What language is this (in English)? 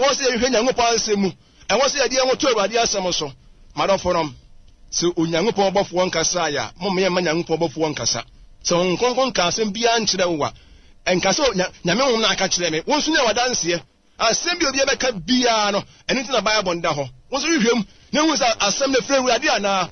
Akan